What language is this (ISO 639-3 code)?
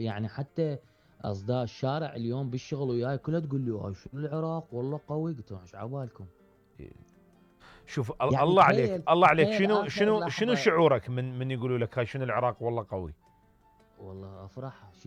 acm